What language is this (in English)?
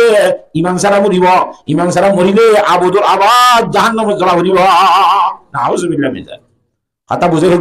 Rohingya